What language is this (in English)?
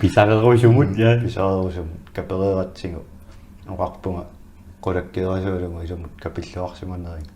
Kalaallisut